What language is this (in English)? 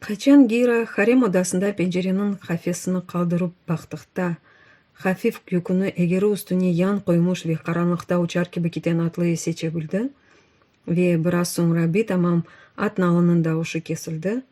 Crimean Tatar